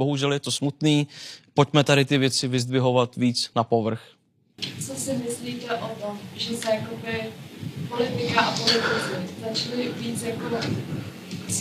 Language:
Czech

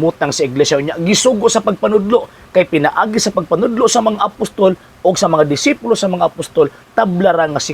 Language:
Cebuano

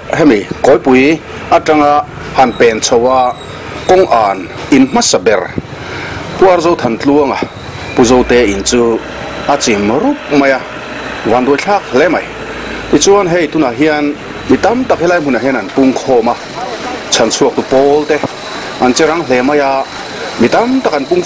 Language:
Mizo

